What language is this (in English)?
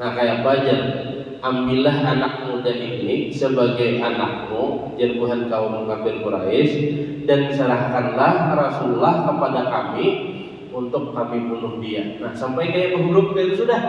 Banjar